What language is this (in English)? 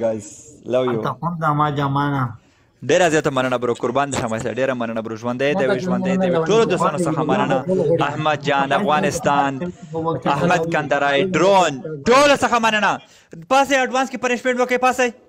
Pashto